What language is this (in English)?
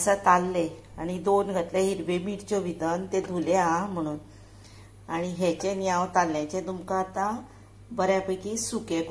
Konkani